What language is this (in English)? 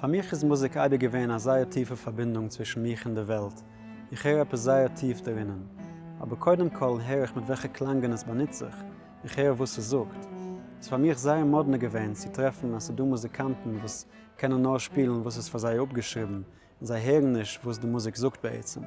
Yiddish